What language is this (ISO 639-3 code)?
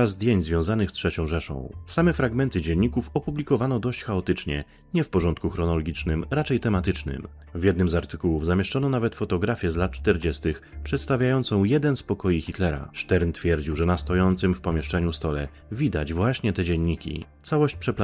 pol